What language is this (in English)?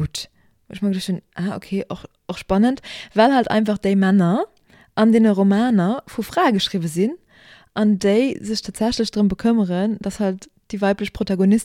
Luxembourgish